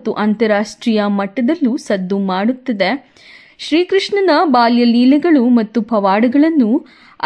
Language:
Kannada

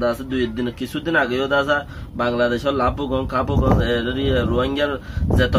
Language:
Rohingya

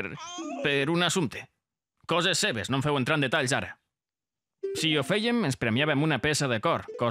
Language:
Catalan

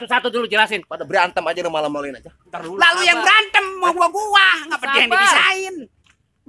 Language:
Betawi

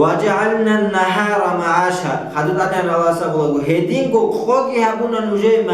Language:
Avaric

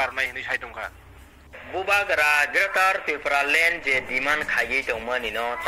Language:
Kok Borok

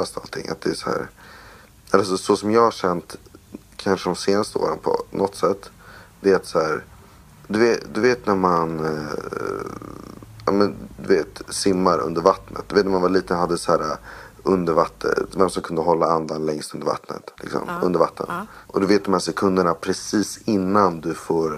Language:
Swedish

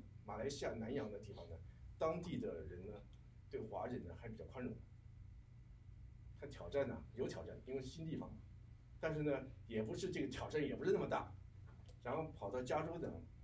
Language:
Chinese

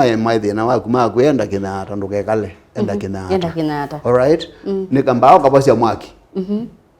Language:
Kamba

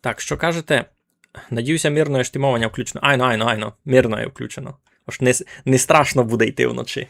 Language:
Rusyn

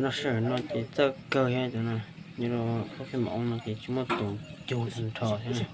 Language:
Hmong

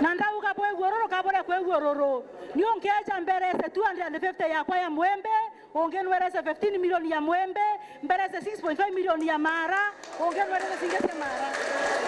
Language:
Meru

